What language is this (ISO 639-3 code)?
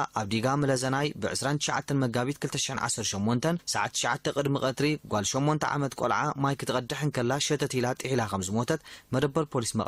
tir